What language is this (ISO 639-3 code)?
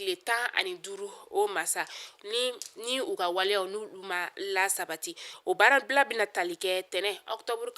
bam